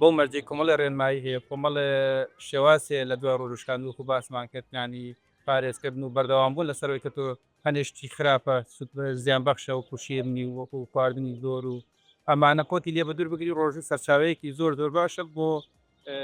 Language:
Central Kurdish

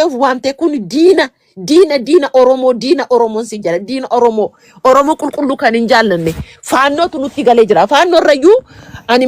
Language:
Oromo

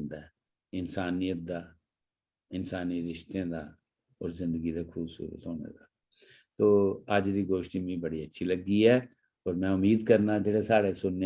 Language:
Dogri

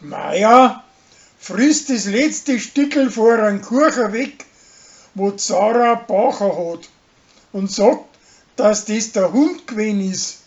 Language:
Bavarian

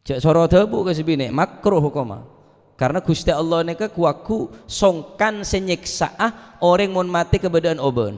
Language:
Madurese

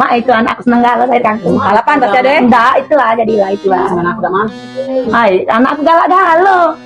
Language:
Musi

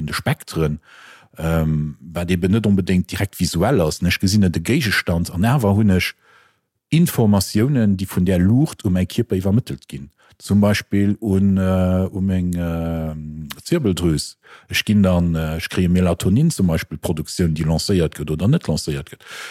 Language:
Luxembourgish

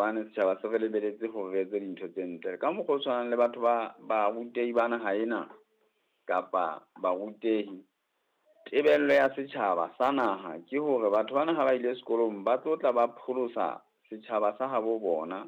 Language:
Southern Sotho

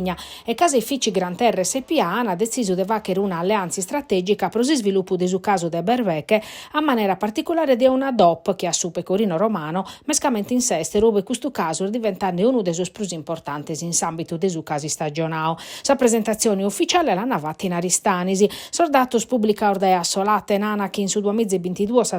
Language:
Sardinian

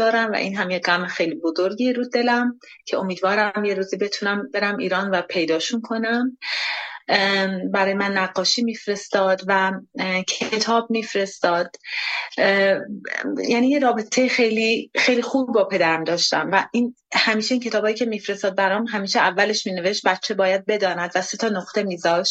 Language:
Persian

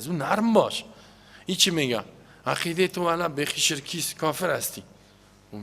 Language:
Persian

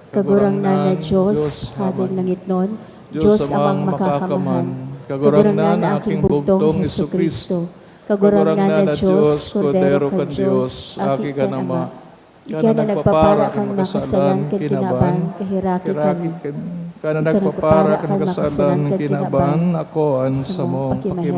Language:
Bikol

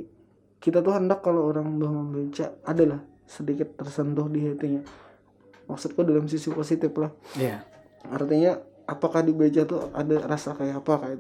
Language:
Banjar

